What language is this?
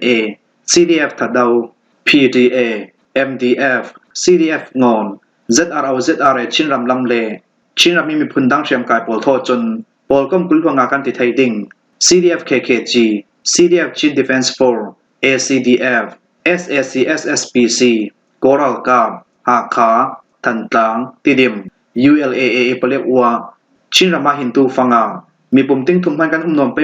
Falam Chin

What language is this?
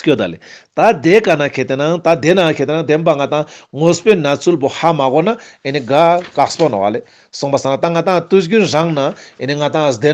Ladakhi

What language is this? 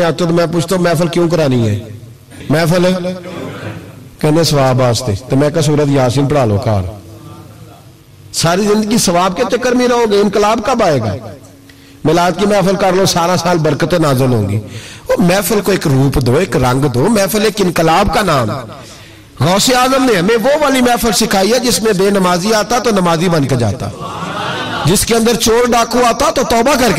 Urdu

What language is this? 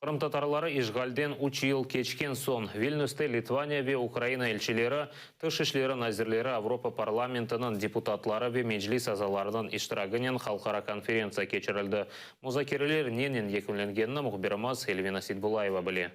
Crimean Tatar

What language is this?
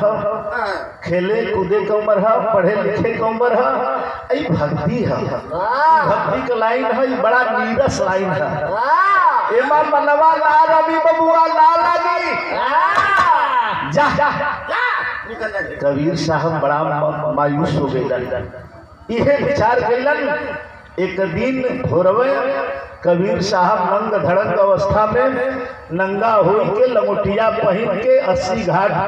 Bhojpuri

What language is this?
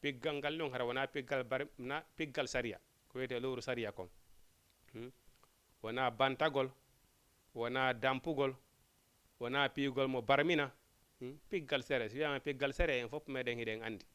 Fula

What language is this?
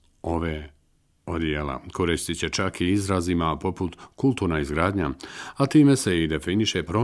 Bosnian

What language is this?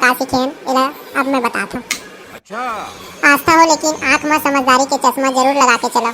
Chhattisgarhi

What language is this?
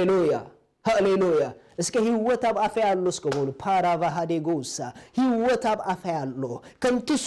Tigrinya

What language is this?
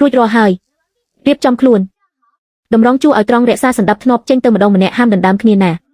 Khmer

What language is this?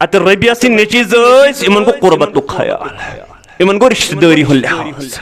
Kashmiri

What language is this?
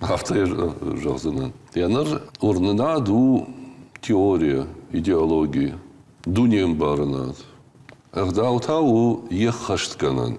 Ossetic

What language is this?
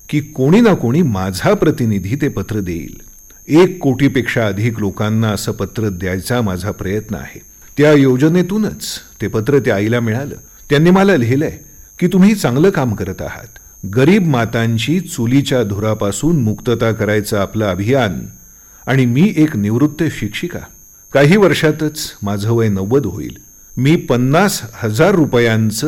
Marathi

